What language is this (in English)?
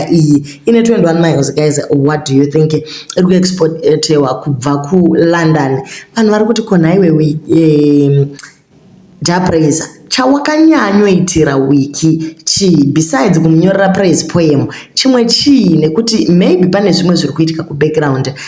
Shona